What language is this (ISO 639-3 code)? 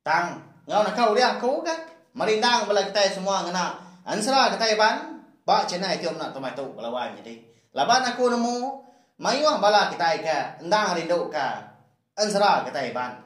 iba